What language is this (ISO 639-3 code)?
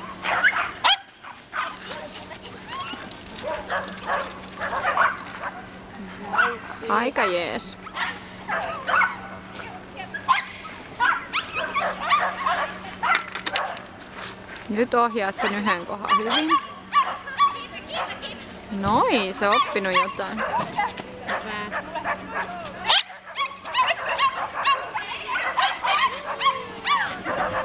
fin